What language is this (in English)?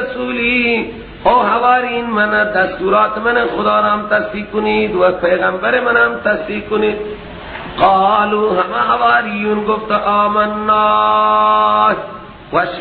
Persian